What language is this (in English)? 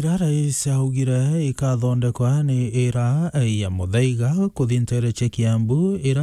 Meru